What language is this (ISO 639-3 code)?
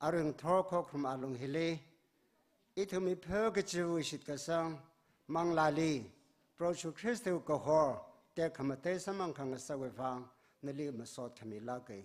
nmf